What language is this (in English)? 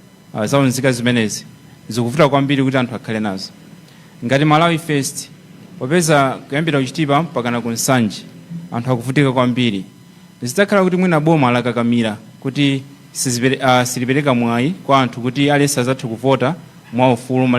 Nyanja